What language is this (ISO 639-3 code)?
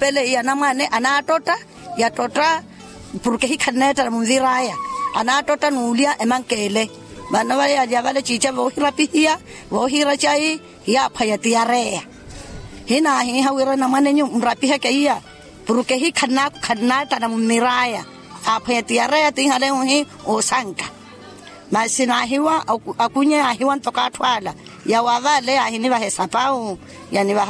vmw